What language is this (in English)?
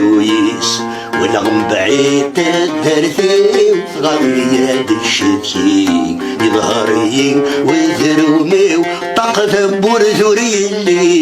Kabyle